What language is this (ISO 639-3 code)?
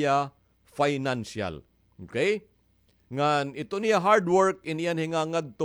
war